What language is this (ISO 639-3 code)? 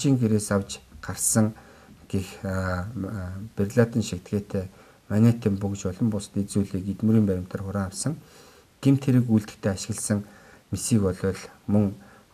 mon